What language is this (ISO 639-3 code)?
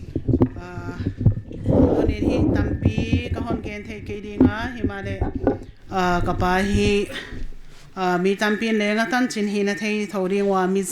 pck